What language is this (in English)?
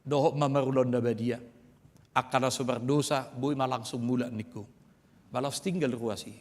Batak Toba